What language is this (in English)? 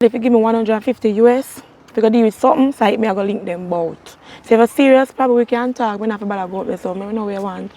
Jamaican Creole English